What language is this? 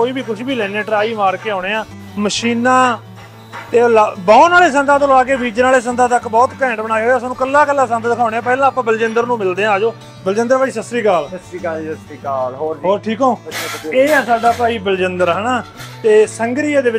Punjabi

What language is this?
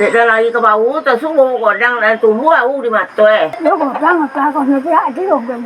Minangkabau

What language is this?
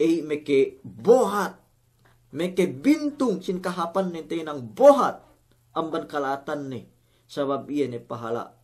Yakan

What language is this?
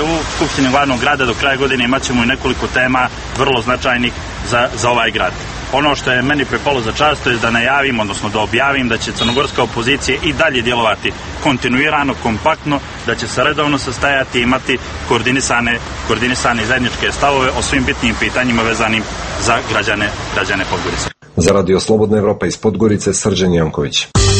Serbian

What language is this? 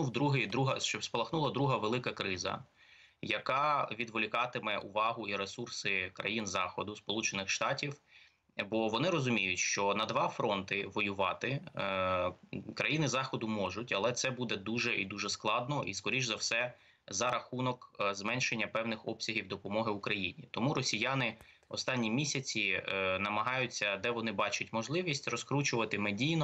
Ukrainian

